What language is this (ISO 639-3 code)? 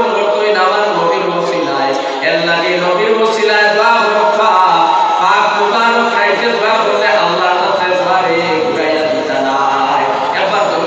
syl